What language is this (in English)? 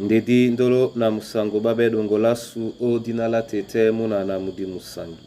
Duala